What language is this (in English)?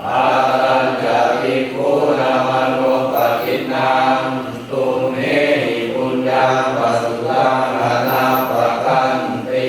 Pali